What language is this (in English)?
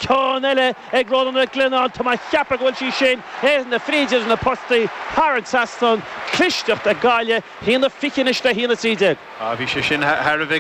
Irish